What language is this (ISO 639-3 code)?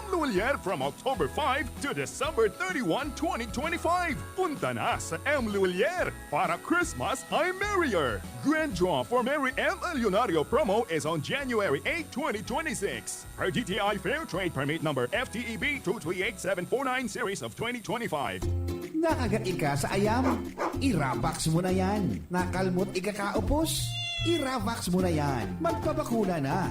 bik